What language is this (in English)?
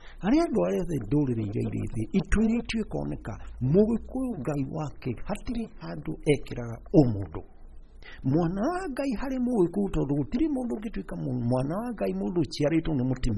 Kikuyu